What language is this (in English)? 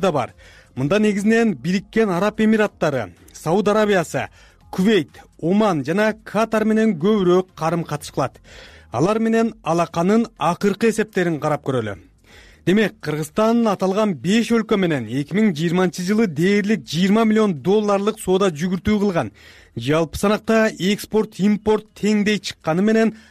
Kyrgyz